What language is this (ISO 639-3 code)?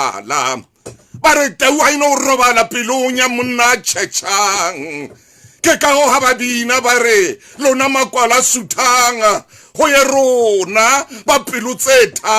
sot